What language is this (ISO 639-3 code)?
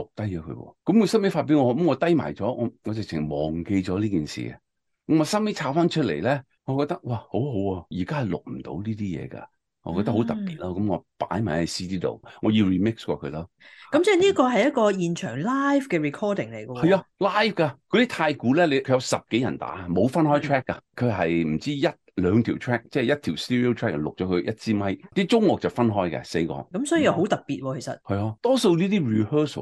yue